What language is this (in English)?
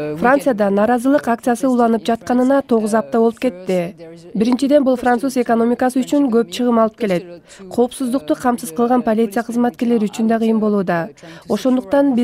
Kyrgyz